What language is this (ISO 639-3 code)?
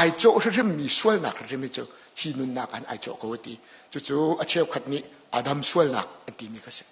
cnh